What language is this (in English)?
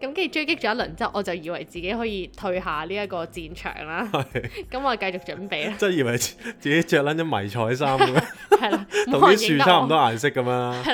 Cantonese